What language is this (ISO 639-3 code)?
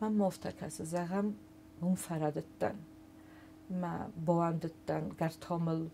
oss